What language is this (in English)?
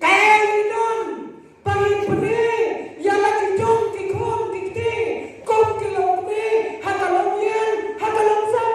Khasi